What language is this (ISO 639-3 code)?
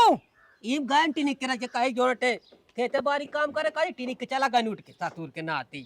awa